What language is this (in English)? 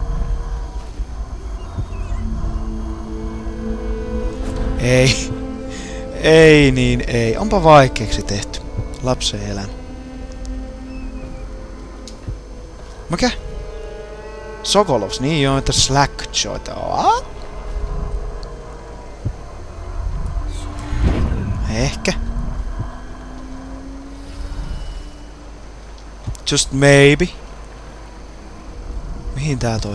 Finnish